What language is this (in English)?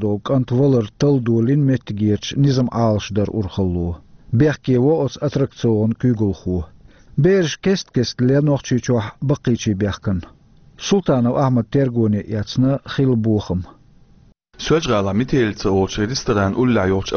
Chechen